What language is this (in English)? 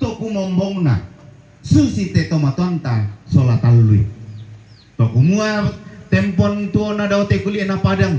Toraja-Sa'dan